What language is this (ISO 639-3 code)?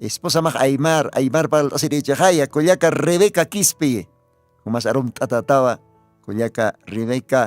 aym